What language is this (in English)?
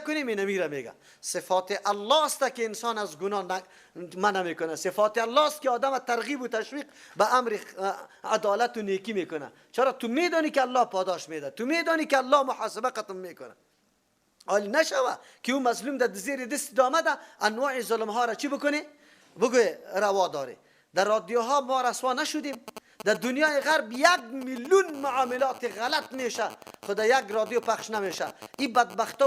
Persian